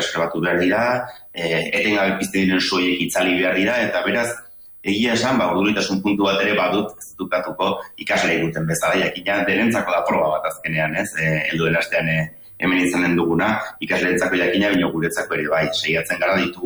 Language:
Basque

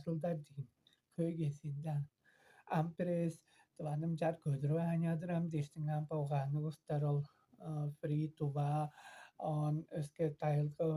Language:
Tuvinian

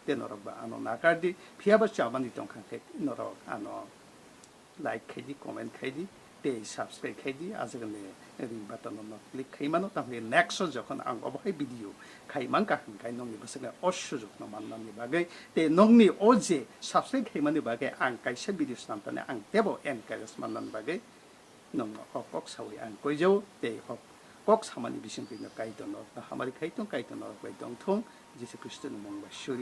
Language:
Kok Borok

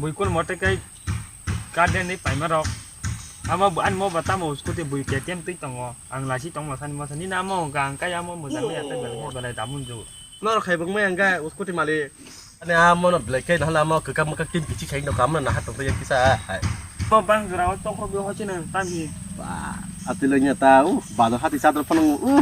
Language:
Kok Borok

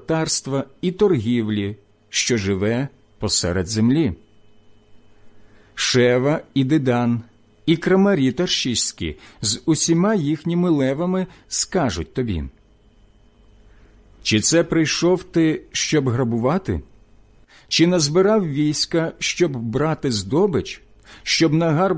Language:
Ukrainian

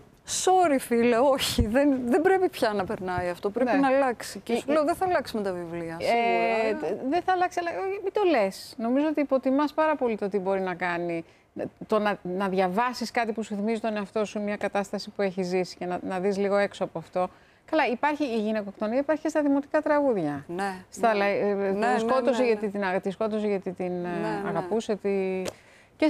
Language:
Greek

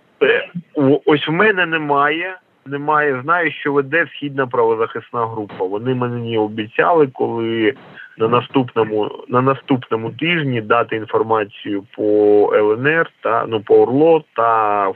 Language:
Ukrainian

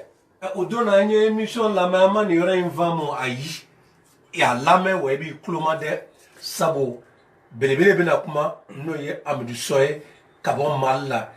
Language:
Bambara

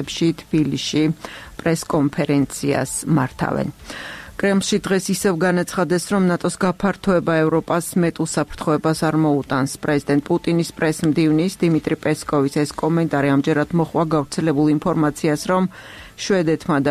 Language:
Georgian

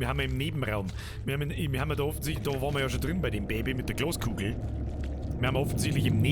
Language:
Bavarian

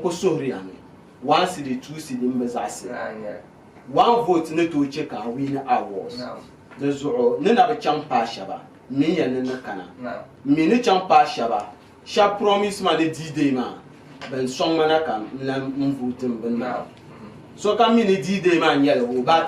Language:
Dagbani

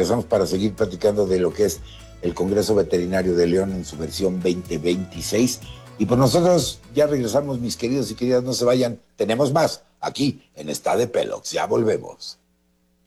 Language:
Spanish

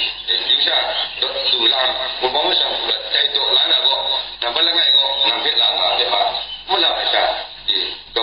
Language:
Kachin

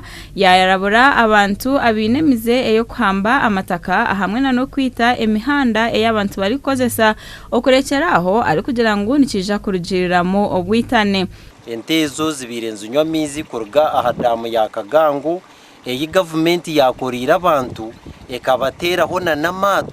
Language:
Nyankole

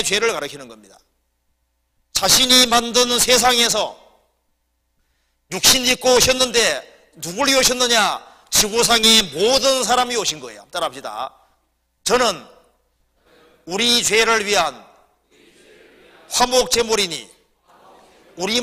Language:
Korean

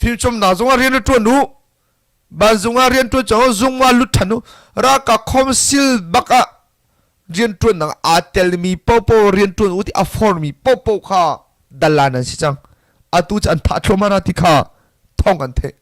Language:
Hakha Chin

